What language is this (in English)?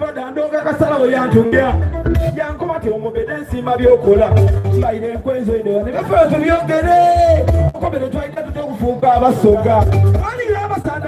Soga